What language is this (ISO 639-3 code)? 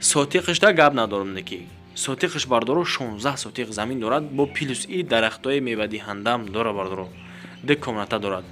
tgk